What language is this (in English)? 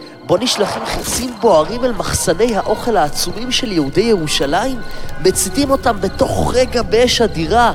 Hebrew